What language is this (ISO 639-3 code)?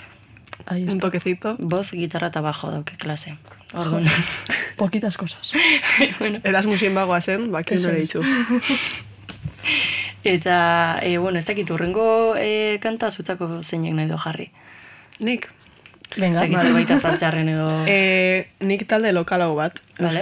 eus